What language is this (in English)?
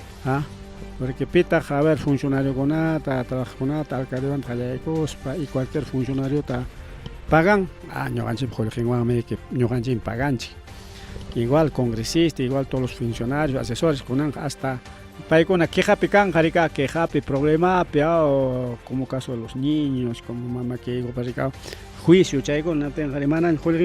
Ayacucho Quechua